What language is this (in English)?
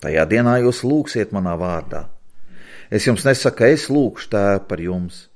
Latvian